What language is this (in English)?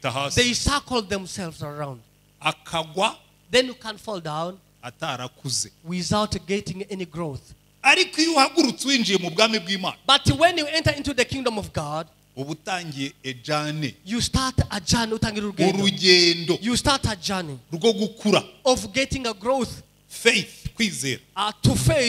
Kinyarwanda